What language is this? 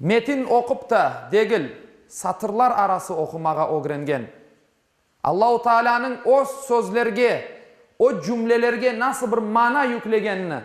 Crimean Tatar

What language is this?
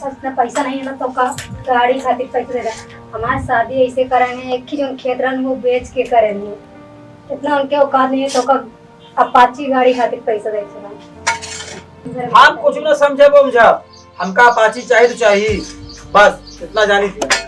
Awadhi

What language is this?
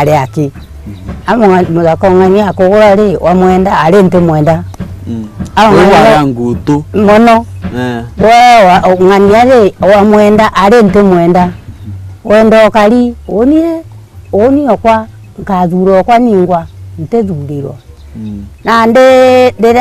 Meru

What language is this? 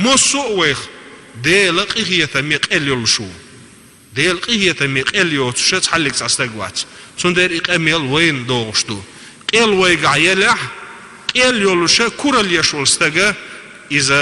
Chechen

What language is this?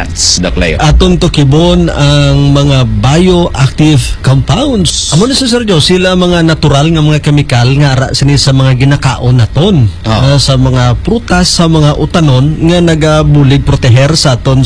Hiligaynon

